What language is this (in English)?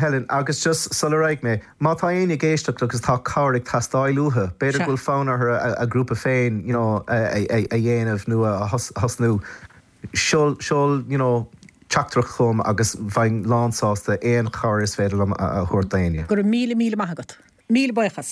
Irish